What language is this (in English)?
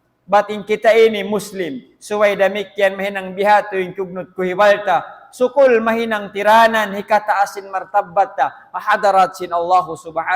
Tausug